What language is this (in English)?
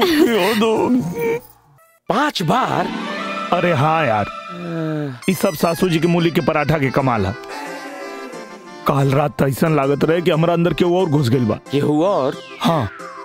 Bhojpuri